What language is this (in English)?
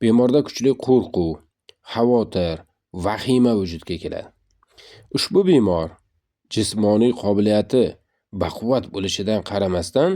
Uzbek